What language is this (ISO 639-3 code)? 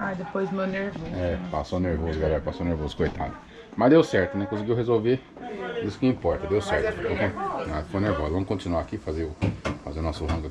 por